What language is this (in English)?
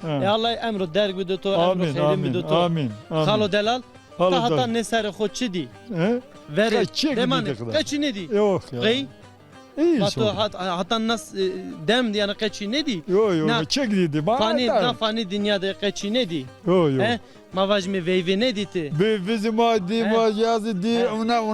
Zaza